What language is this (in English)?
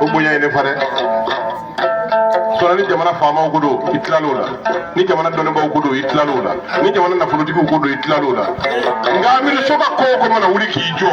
Bambara